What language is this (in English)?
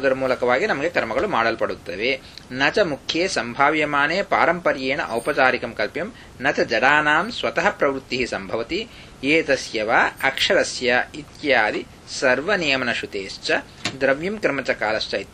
Kannada